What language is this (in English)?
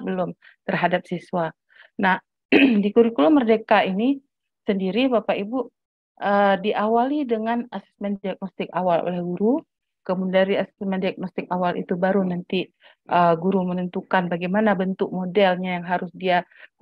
Indonesian